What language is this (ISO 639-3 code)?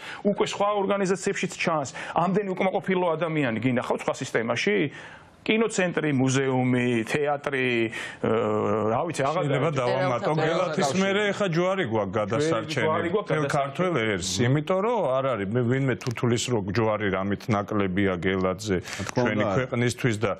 kat